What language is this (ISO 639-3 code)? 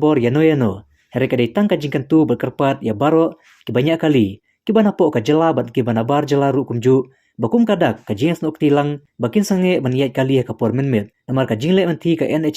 kha